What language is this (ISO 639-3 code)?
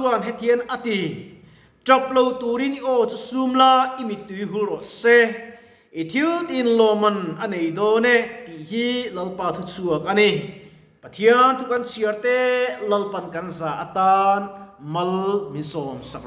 lus